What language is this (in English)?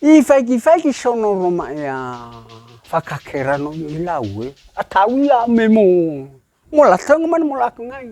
Nias